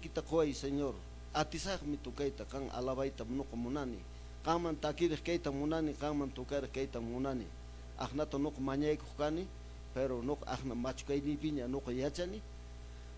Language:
Quechua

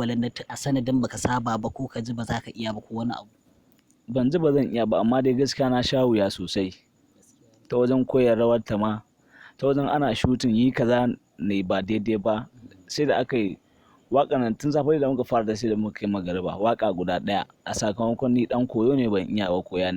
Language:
Hausa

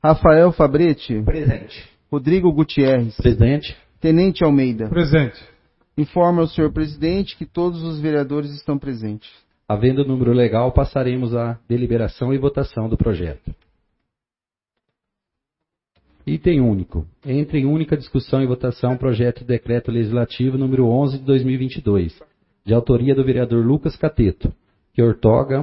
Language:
Portuguese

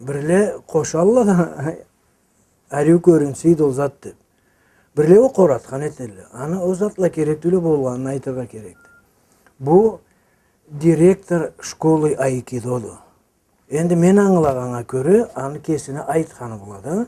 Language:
Karachay-Balkar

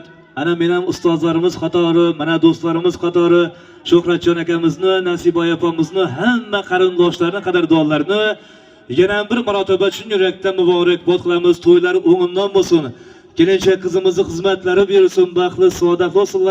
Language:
Uzbek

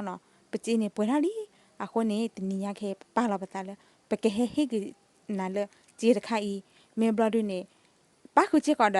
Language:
S'gaw Karen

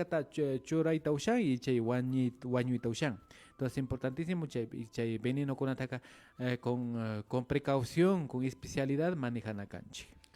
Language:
Imbabura Highland Quichua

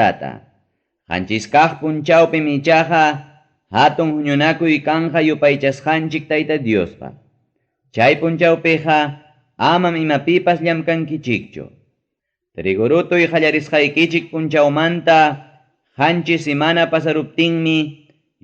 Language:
Ayacucho Quechua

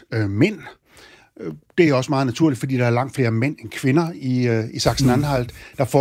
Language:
Danish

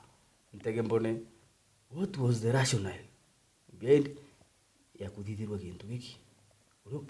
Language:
Meru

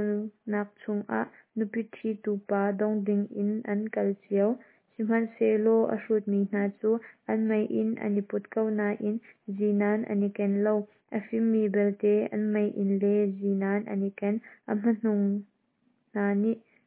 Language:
Hakha Chin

